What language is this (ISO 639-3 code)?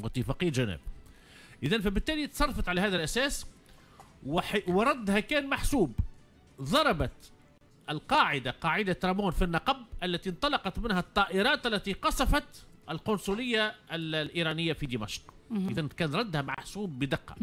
aeb